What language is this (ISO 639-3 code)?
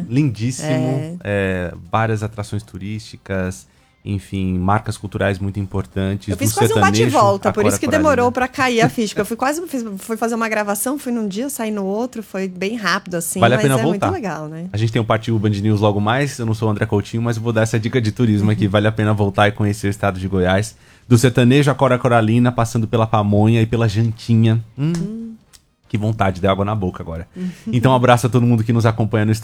por